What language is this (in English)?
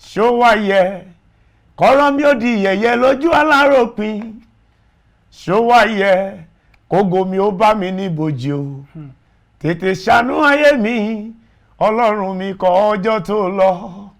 Yoruba